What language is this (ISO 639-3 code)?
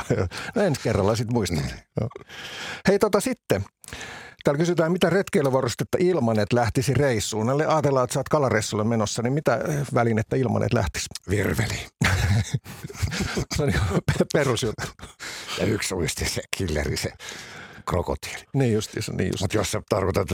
fin